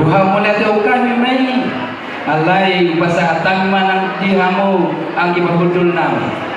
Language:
Batak Toba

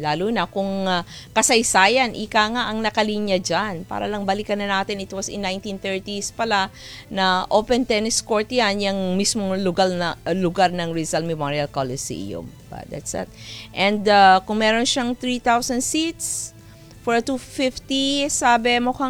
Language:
Filipino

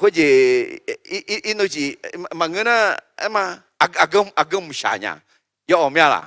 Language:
Akha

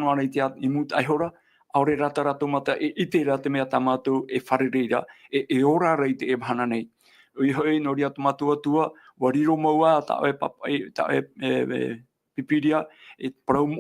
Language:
Tahitian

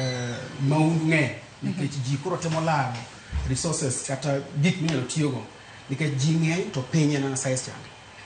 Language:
Luo (Kenya and Tanzania)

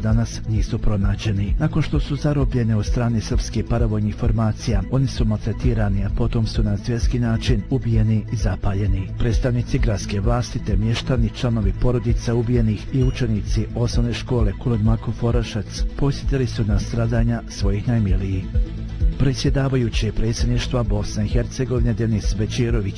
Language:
Bosnian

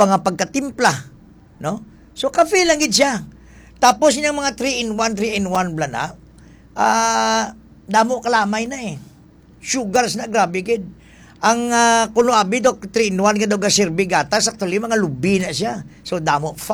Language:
Hiligaynon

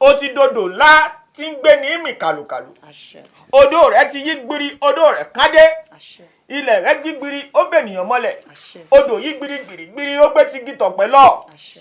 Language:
Yoruba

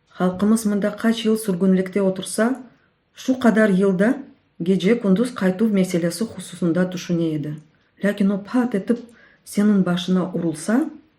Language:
Crimean Tatar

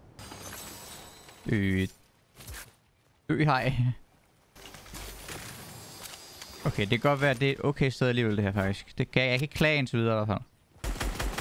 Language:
Danish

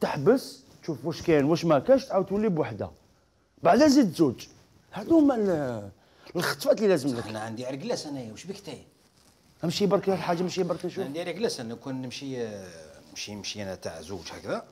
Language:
Algerian Arabic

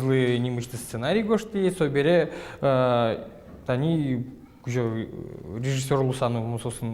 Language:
Udmurt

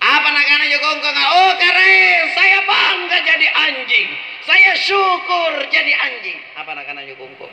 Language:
Makasar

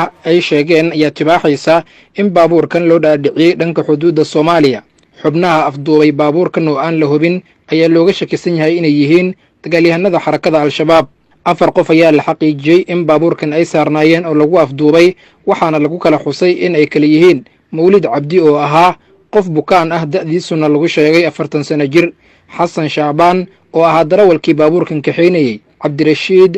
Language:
Somali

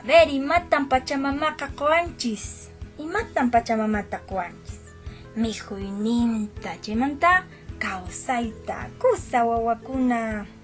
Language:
Quechua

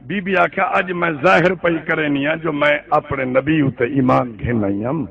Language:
Saraiki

